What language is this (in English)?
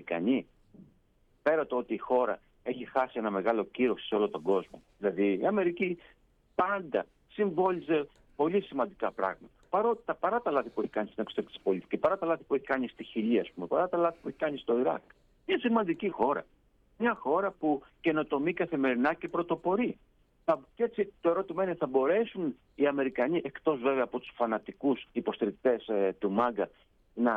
Greek